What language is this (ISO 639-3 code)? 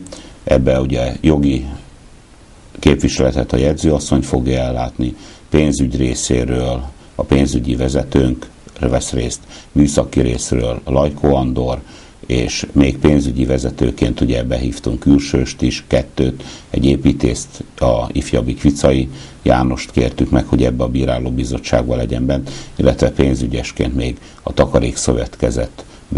hun